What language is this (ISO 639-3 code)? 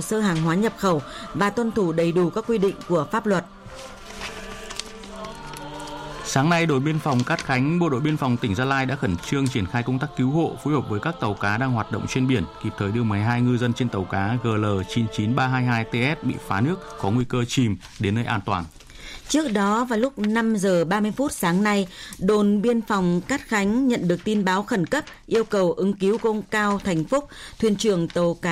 vie